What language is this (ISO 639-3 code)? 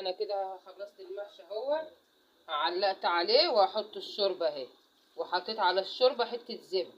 arz